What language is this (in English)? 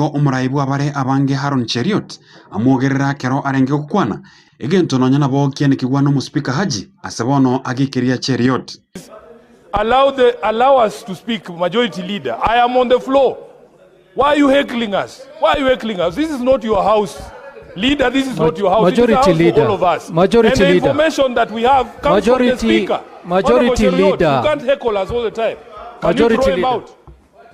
Gusii